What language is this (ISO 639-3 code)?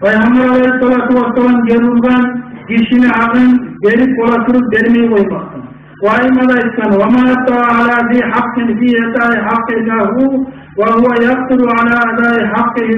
kum